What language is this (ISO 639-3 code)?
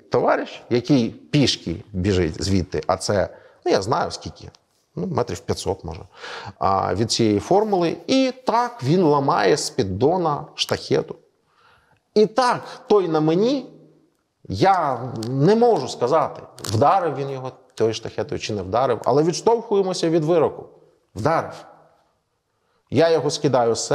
ukr